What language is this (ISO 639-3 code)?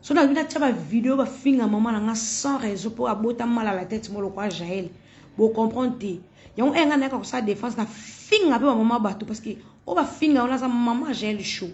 lin